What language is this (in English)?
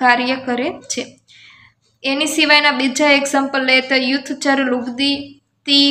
Gujarati